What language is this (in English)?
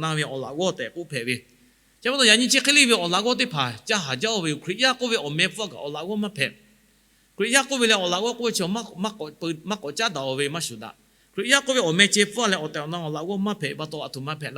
Lahu